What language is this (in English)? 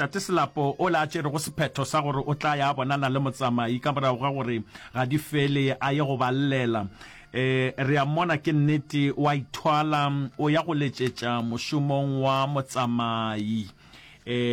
Northern Sotho